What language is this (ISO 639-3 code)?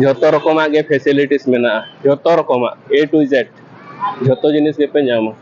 sat